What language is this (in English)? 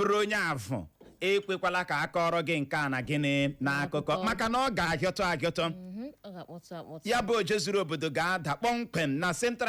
Igbo